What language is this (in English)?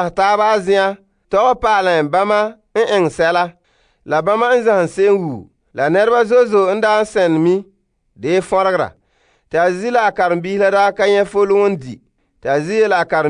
Frafra